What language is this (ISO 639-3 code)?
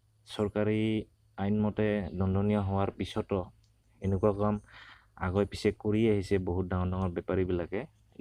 asm